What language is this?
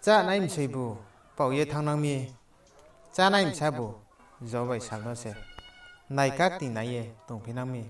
Riang (India)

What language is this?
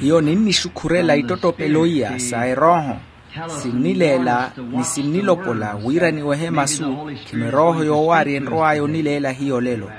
Makhuwa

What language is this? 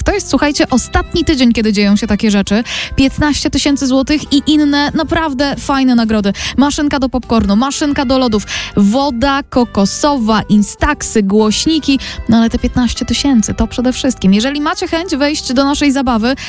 Polish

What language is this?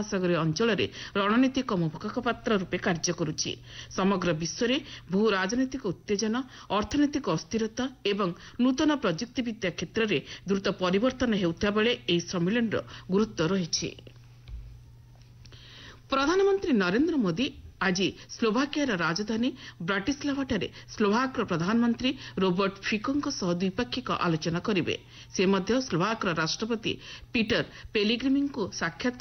Odia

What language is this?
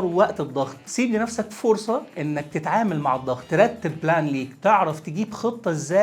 Egyptian Arabic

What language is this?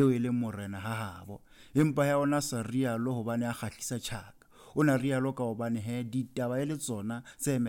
Southern Sotho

